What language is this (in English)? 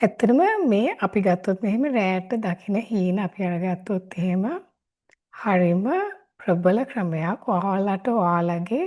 Sinhala